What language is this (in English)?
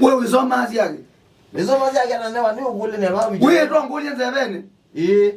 Kamba